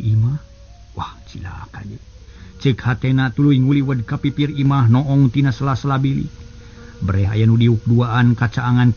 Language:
Sundanese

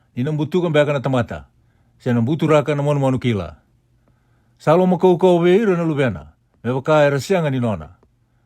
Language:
Fijian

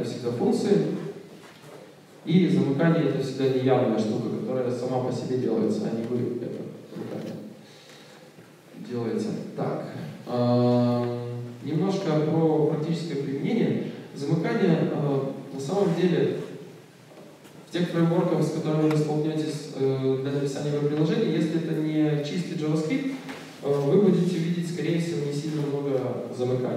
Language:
Russian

